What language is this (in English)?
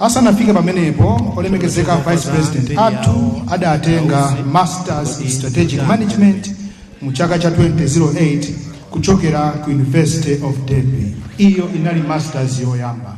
Nyanja